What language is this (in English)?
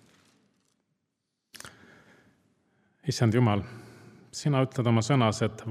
Estonian